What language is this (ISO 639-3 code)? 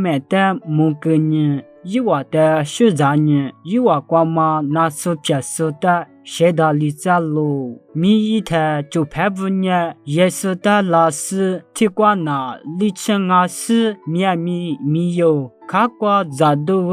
lis